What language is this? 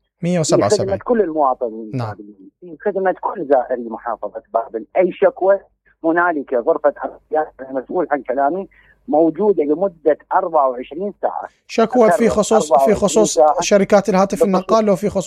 Mesopotamian Arabic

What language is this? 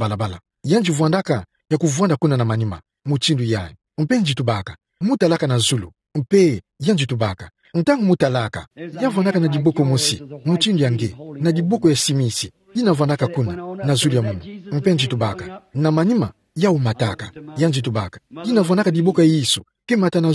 Kituba (Democratic Republic of Congo)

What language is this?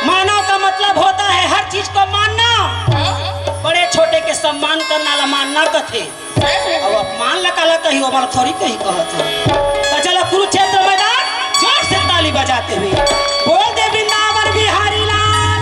Chhattisgarhi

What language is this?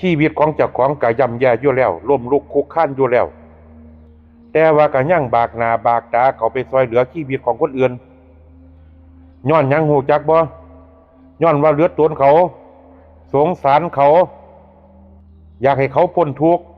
Lao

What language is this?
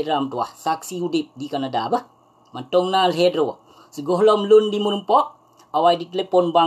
Achinese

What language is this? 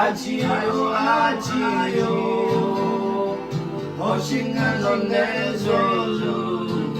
Akha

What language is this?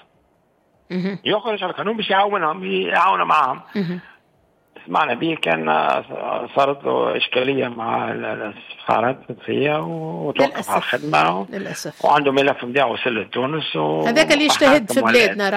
Tunisian Arabic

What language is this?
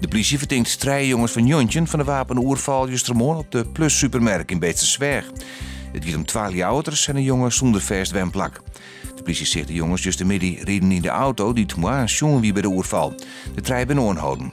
Western Frisian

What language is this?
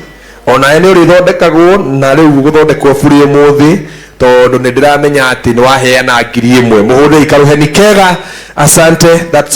Kikuyu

